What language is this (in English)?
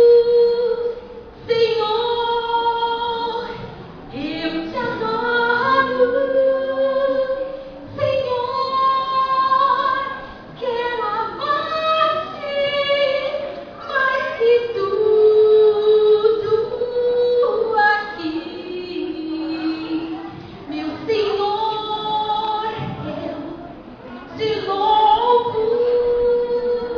Portuguese